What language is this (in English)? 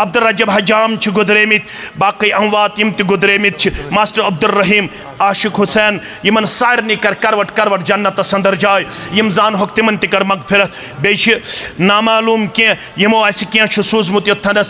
Kashmiri